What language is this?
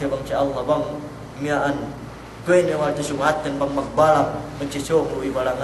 Yakan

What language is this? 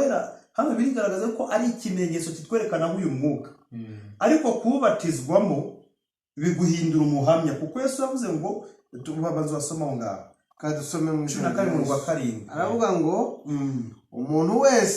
Kinyarwanda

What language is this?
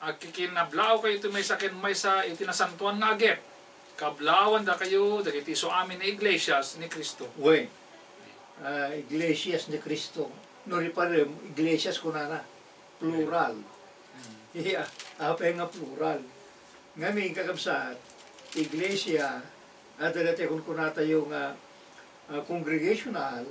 Iloko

